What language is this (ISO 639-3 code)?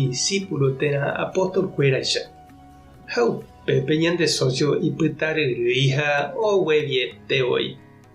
grn